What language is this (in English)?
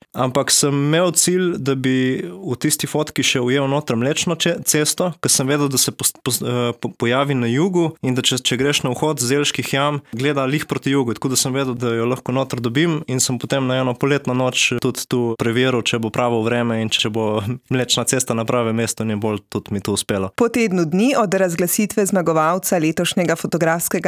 Slovenian